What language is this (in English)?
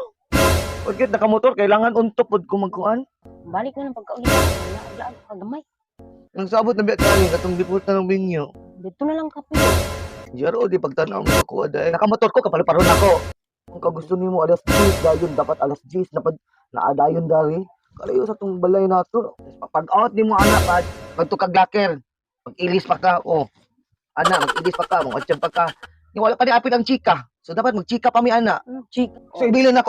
Cebuano